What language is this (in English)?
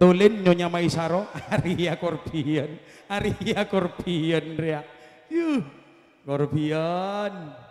Madurese